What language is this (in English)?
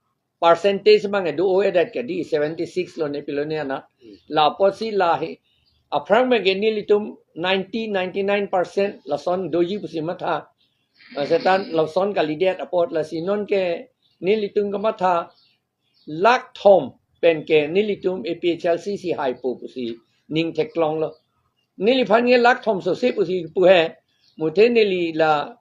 Karbi